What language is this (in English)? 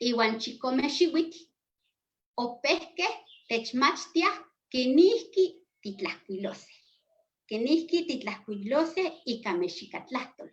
Eastern Huasteca Nahuatl